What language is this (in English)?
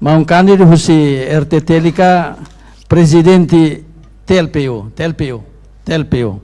Tetum